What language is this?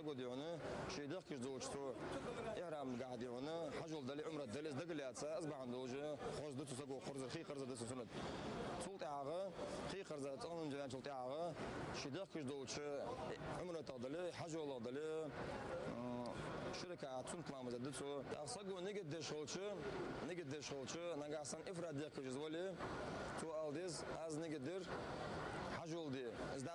Ingush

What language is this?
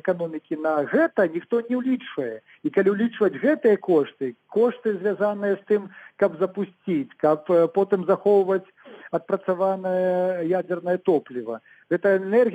Belarusian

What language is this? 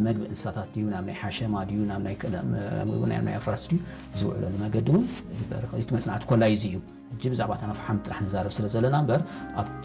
Tigrinya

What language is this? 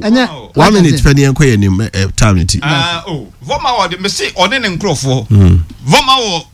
Akan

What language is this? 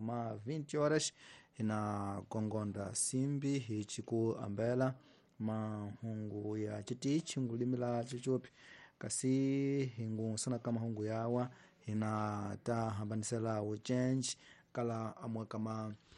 Tsonga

